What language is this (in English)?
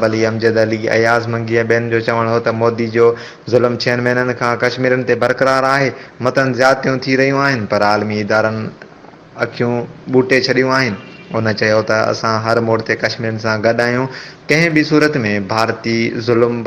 Sindhi